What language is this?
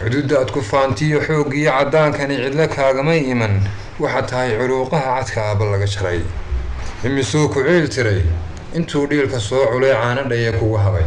Somali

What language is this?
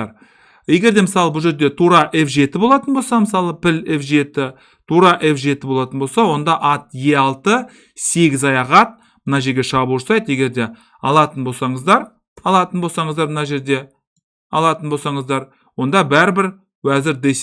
Kazakh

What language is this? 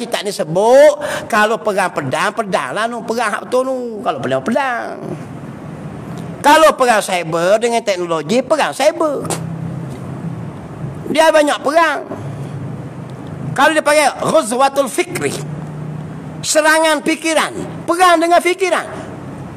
Malay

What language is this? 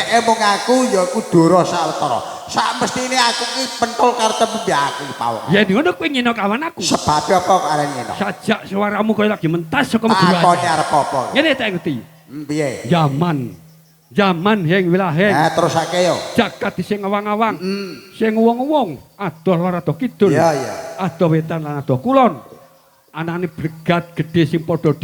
Javanese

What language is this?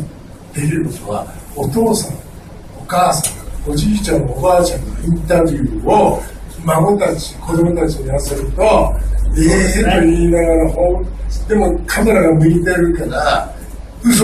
Japanese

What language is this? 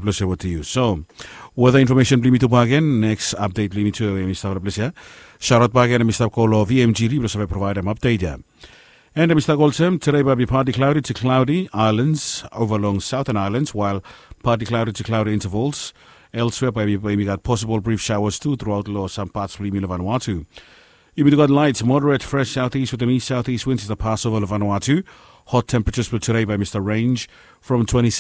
Bislama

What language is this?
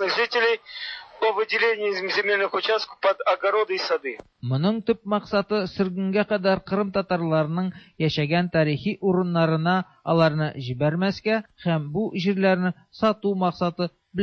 Tatar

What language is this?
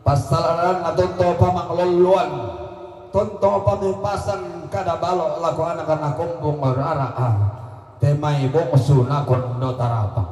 Toraja-Sa'dan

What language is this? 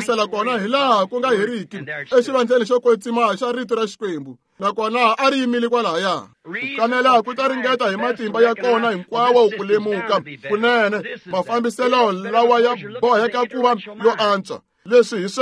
Tsonga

